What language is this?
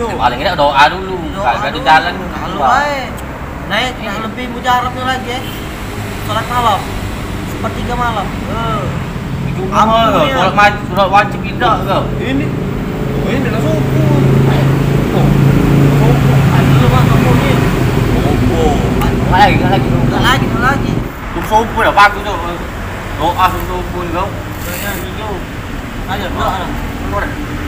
Musi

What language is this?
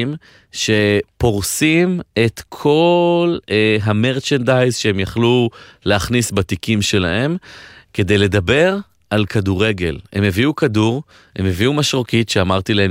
Hebrew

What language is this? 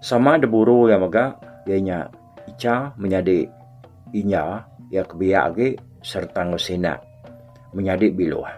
Iban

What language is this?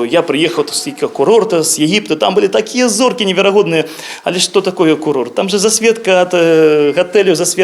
Belarusian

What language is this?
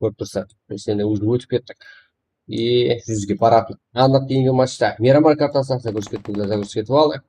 Kara-Kalpak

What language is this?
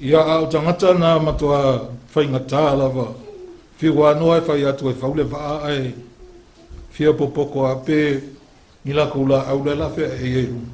Samoan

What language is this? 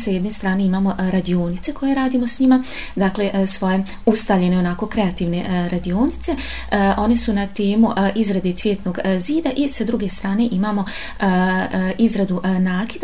Bosnian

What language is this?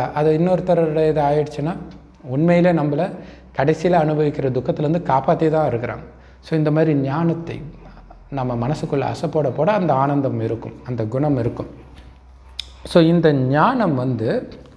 Tamil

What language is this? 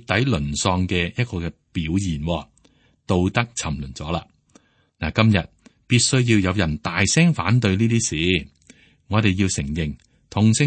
Cantonese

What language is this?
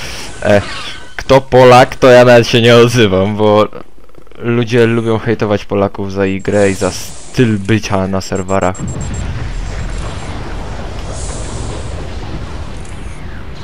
Polish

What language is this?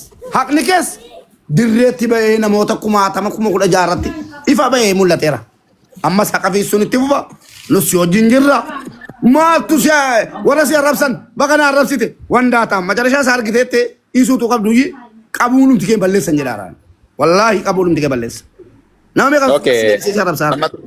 Oromo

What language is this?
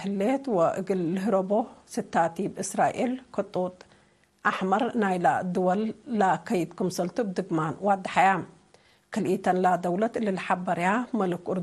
Tigre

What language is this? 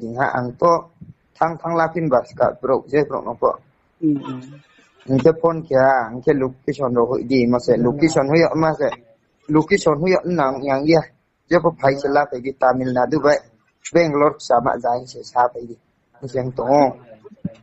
Riang (India)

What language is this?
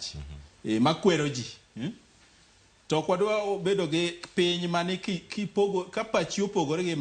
Luo (Kenya and Tanzania)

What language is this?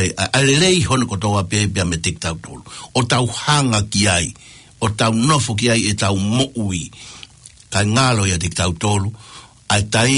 Tongan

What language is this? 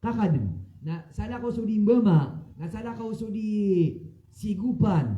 Maranao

